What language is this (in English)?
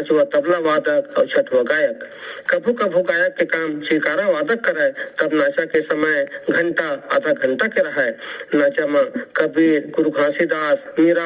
Chhattisgarhi